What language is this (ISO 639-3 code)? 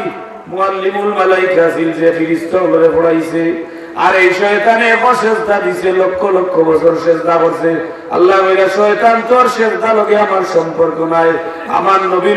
syl